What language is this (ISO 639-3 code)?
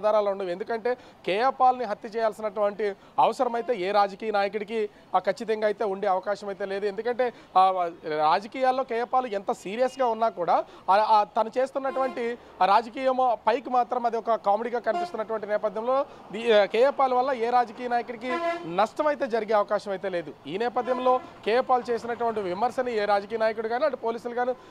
tel